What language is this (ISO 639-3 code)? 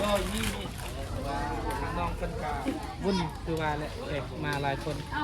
tts